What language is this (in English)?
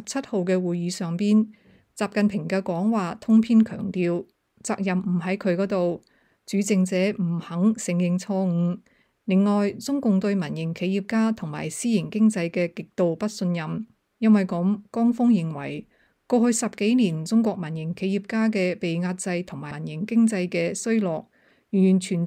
Cantonese